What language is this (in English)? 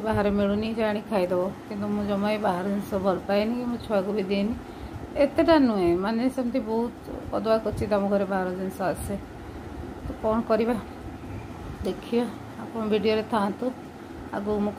Odia